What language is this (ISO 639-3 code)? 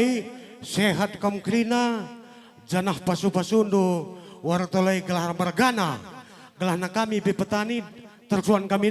btx